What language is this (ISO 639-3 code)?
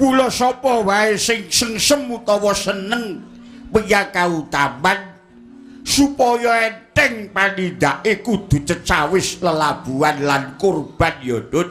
jav